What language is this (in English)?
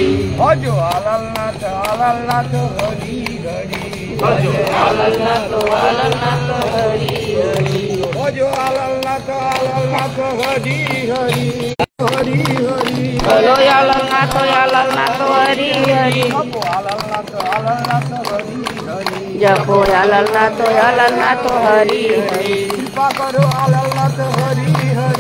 Bangla